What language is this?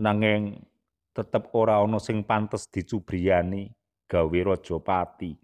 Javanese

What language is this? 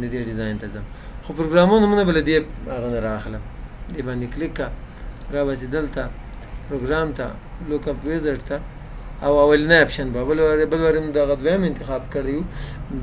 Pashto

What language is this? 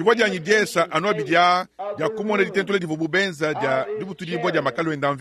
Luba-Lulua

